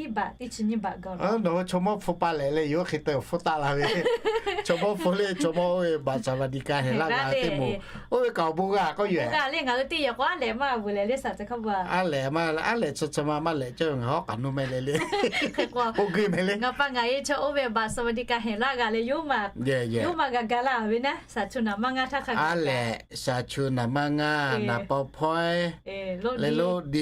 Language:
Lahu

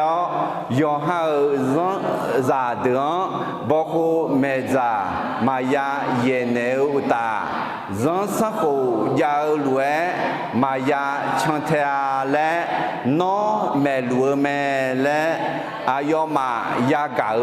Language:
Akha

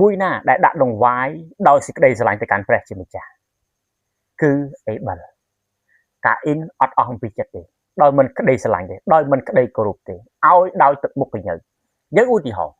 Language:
Khmer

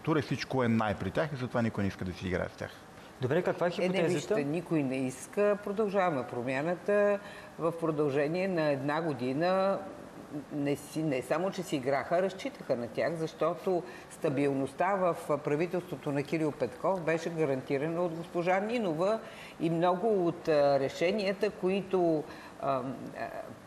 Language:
Bulgarian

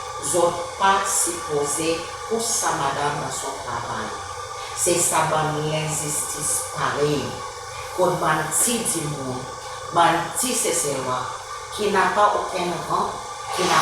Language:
Seselwa Creole French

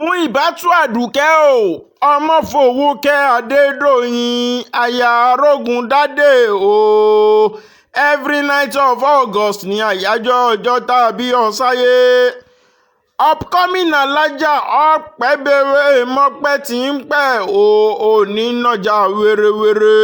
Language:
Yoruba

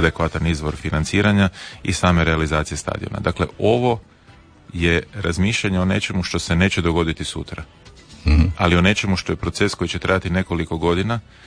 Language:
Croatian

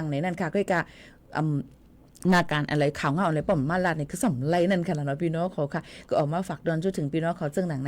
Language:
Shan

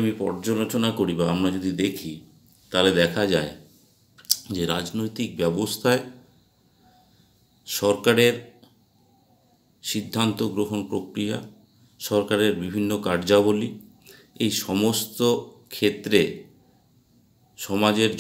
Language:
Bangla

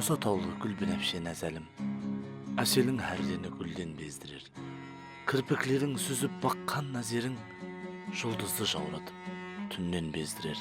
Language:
Kara-Kalpak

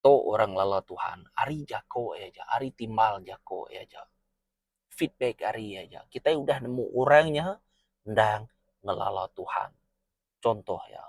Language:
Iban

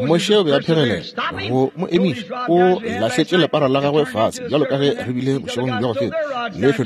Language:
Northern Sotho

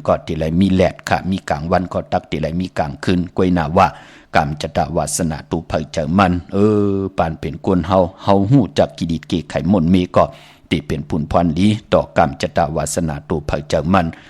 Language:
Shan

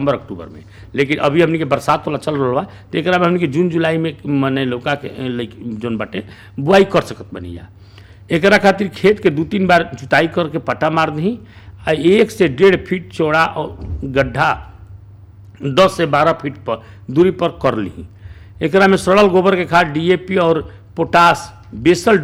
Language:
Bhojpuri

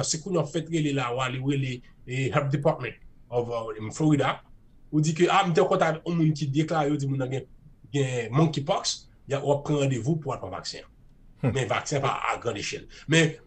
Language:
Haitian Creole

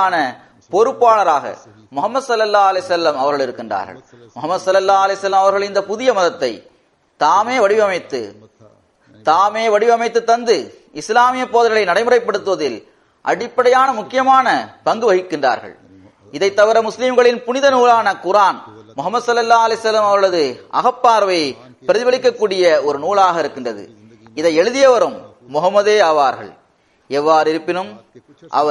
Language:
Tamil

